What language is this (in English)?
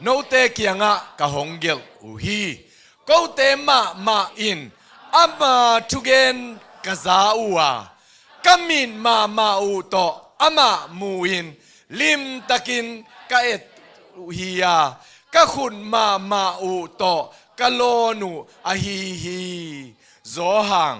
Tedim Chin